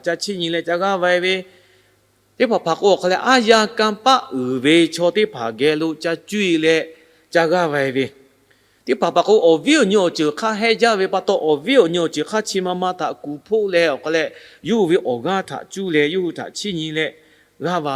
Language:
Lahu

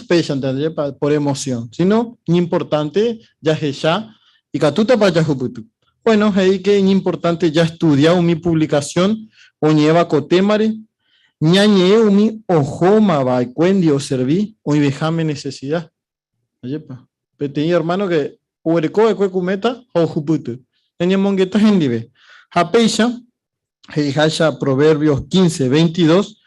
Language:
Guarani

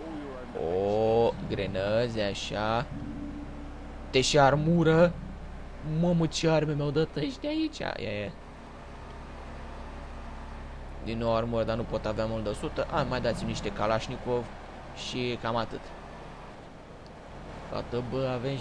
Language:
Romanian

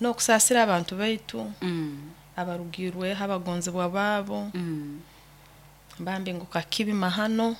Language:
Nyoro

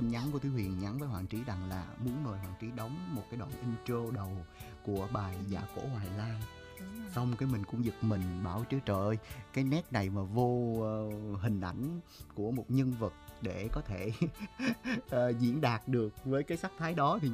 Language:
Vietnamese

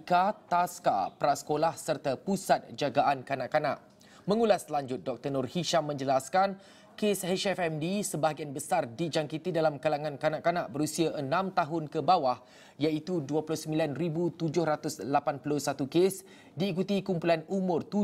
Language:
Malay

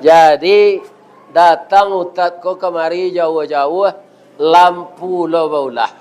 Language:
Minangkabau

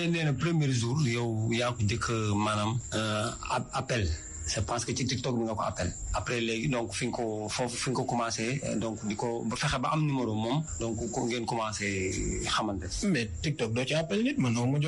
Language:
Wolof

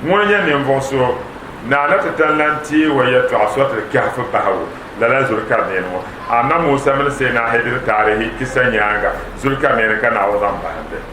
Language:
Dagbani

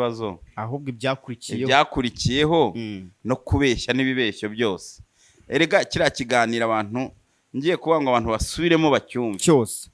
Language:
Kinyarwanda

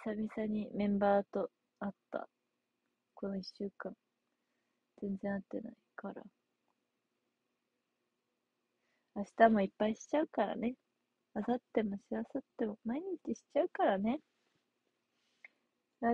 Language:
Japanese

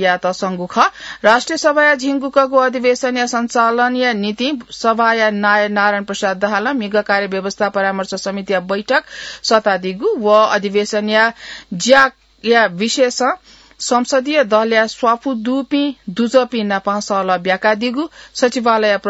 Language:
Newari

